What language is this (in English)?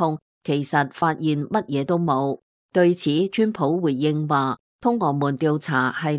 Cantonese